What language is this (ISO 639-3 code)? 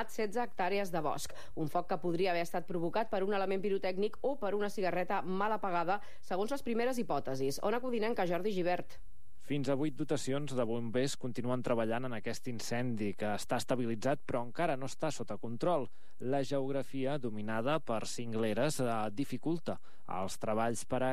cat